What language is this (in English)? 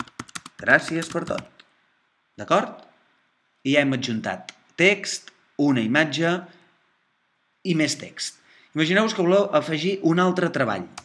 Catalan